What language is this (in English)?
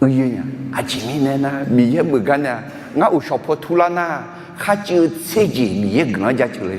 Akha